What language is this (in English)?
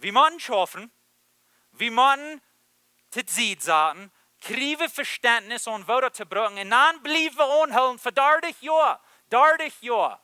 Plautdietsch